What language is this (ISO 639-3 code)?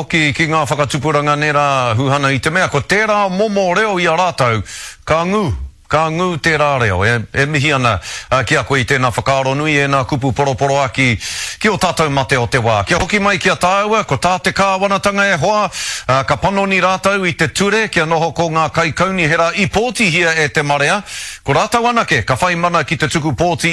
mri